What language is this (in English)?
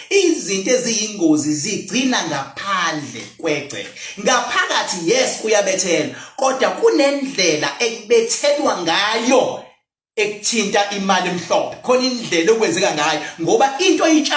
Zulu